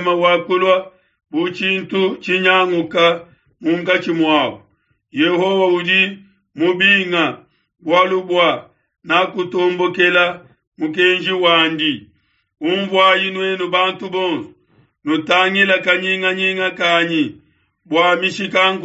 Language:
Luba-Lulua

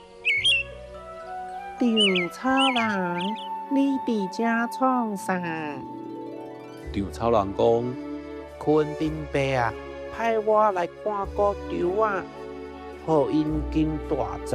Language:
Min Nan Chinese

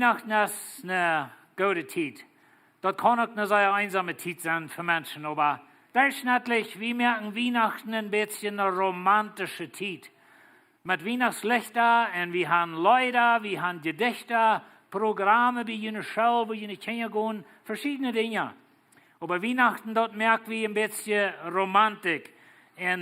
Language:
Plautdietsch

